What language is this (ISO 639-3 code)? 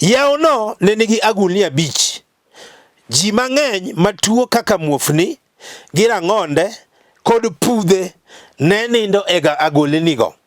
luo